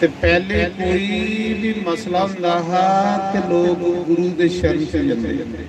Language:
Dogri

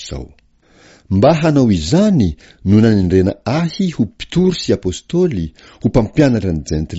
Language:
Malagasy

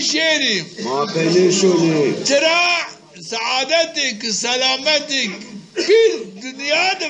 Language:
Zaza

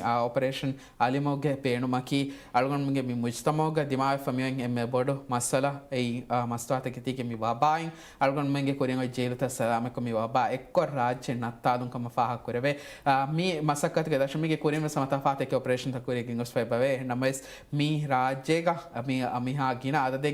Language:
Divehi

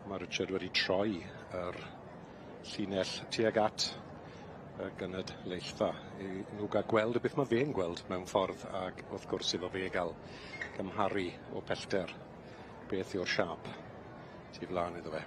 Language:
Welsh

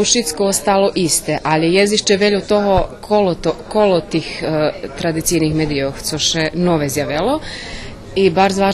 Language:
Rusyn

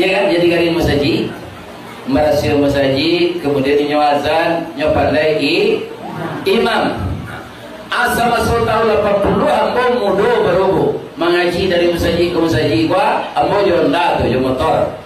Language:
Minangkabau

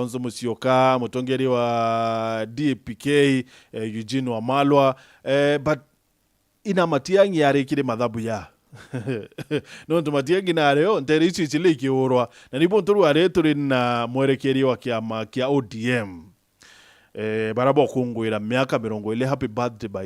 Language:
Meru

